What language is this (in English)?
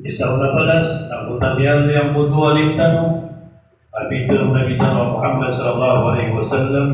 Maranao